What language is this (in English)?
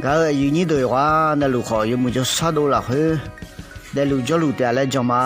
Akha